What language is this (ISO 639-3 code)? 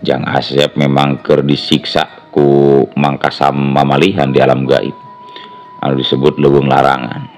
sun